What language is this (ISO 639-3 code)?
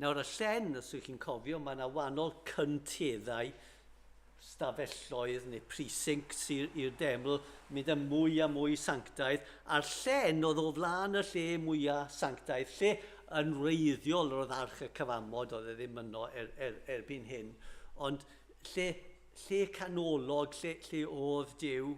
cym